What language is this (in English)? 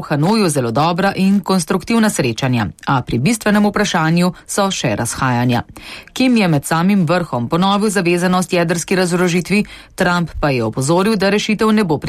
Slovenian